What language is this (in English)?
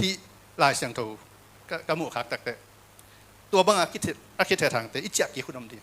Tedim Chin